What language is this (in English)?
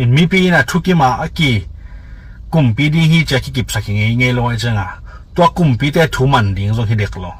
Tedim Chin